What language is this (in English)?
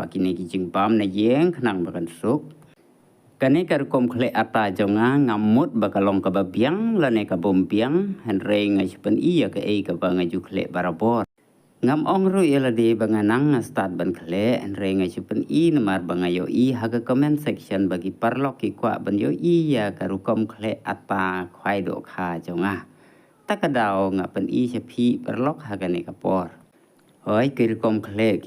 Khasi